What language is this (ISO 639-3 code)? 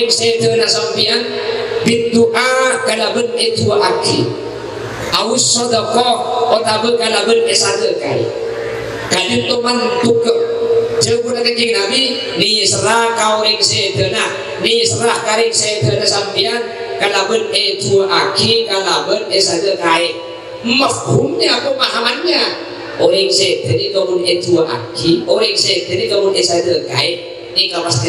mad